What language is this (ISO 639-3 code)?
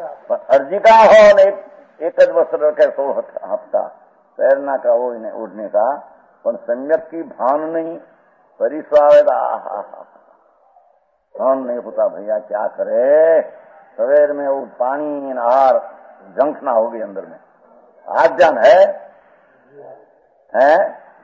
hin